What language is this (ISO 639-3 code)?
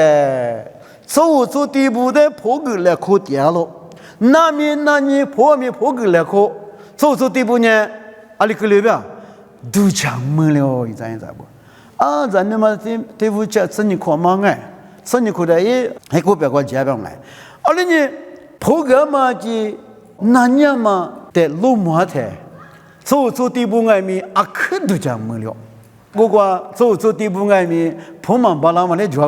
lis